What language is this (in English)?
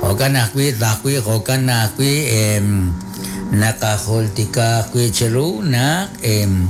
Kekchí